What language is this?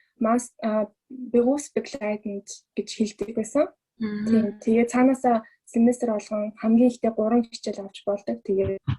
Mongolian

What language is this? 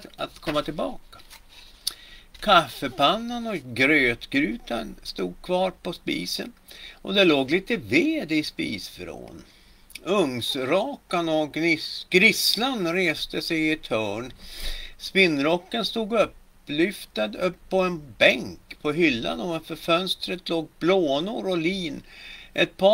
Swedish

